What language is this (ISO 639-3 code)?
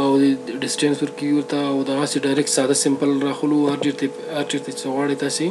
pus